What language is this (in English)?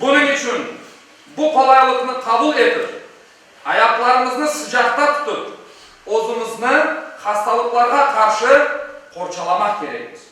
Crimean Tatar